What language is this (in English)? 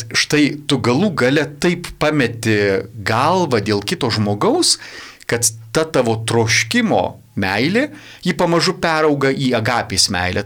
Lithuanian